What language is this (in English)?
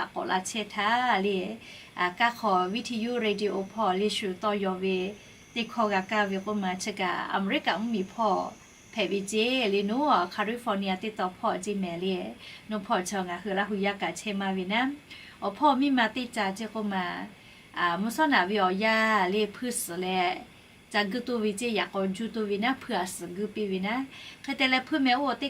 Lahu